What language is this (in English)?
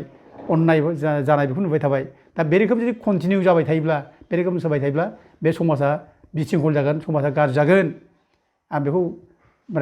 Bodo